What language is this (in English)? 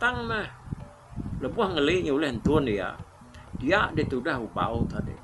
Iban